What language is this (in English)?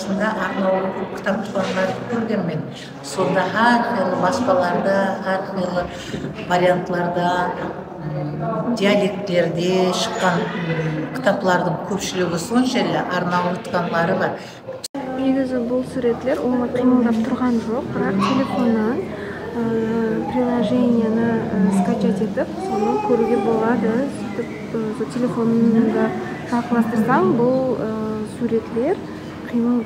Kara-Kalpak